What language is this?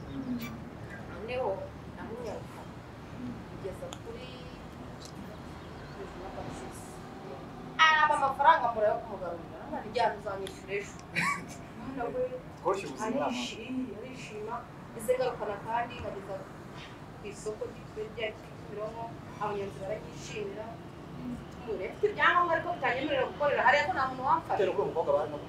Kinyarwanda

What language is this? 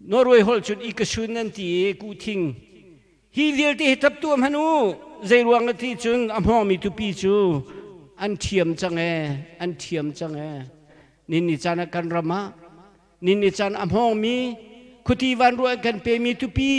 Hakha Chin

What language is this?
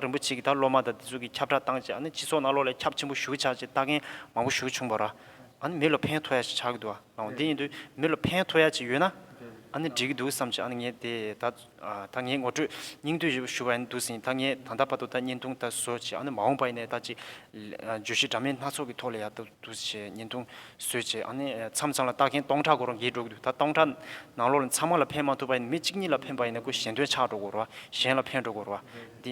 Tibetan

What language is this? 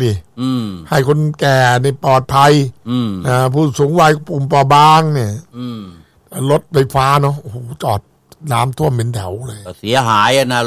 Thai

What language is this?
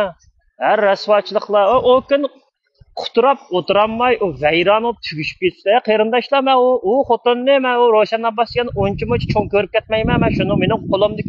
Uyghur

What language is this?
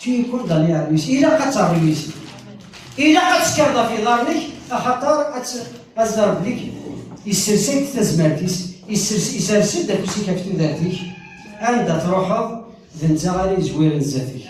Kabyle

